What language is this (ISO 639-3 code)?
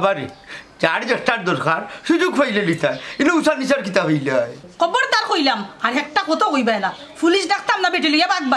syl